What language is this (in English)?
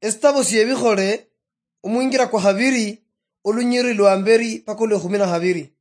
Luyia